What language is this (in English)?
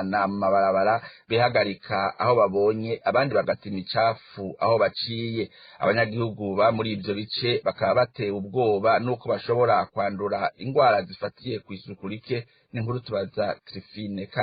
Rundi